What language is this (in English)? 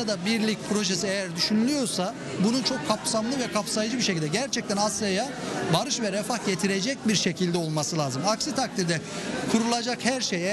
Turkish